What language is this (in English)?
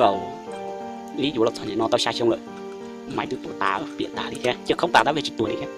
Hmong